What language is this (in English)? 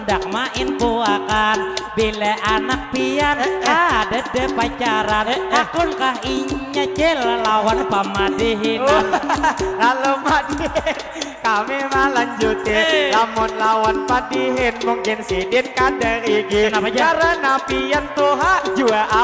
Banjar